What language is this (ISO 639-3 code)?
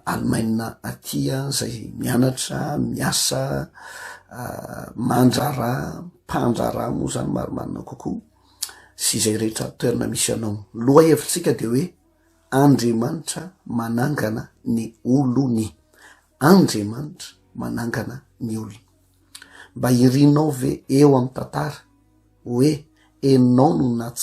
mlg